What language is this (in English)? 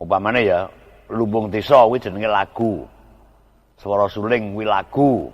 Javanese